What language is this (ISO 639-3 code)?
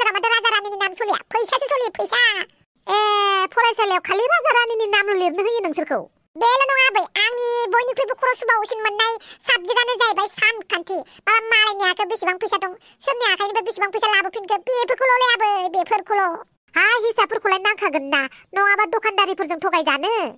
brx